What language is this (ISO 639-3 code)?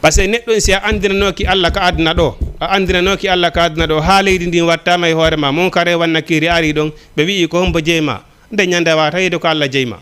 ful